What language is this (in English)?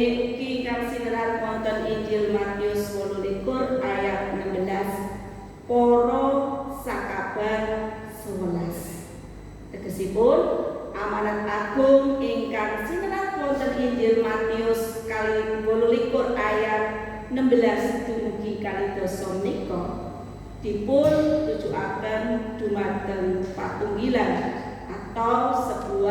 Javanese